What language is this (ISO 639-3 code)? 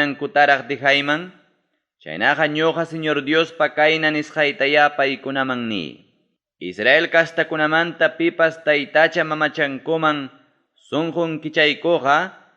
quy